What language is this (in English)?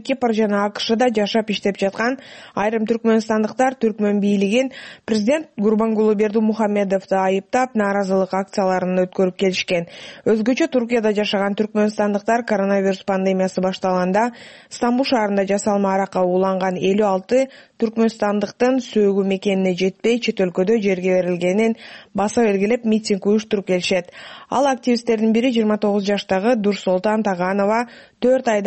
Kyrgyz